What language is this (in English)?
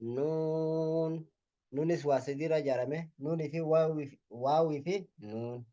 Oromo